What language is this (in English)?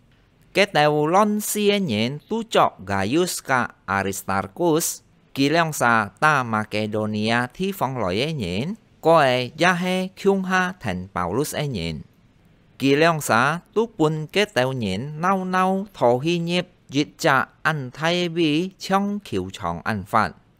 Hakka Chinese